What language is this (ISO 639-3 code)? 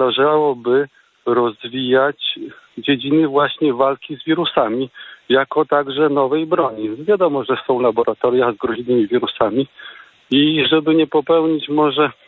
pol